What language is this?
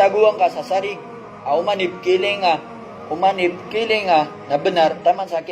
Maranao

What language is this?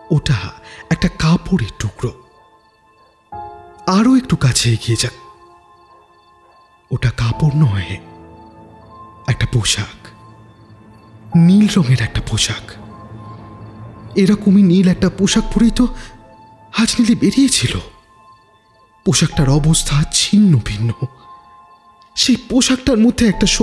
Bangla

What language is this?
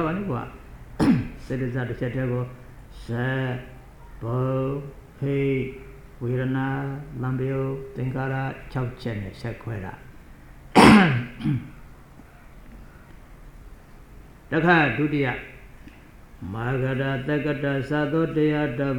Burmese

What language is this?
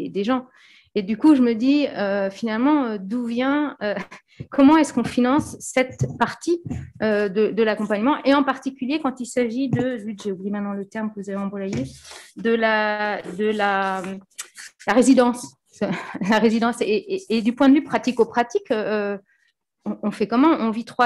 French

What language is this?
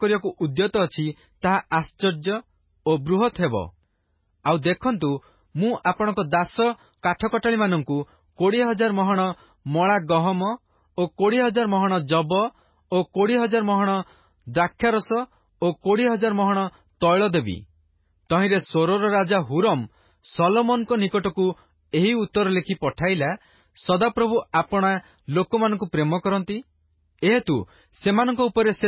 Odia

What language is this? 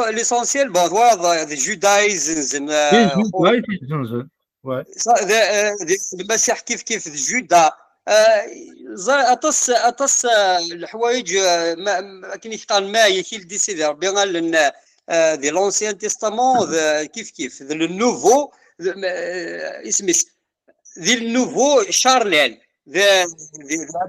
Kabyle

